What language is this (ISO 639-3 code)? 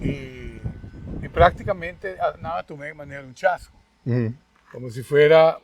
pap